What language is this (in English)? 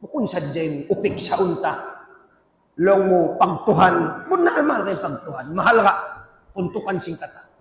Tausug